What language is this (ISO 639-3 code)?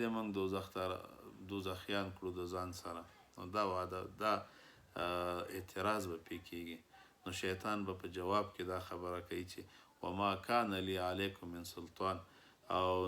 pus